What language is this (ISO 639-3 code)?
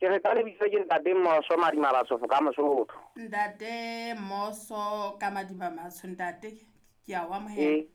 sot